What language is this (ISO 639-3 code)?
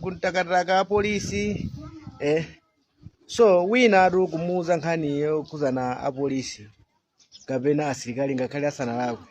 nya